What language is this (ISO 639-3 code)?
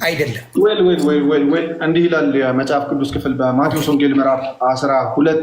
amh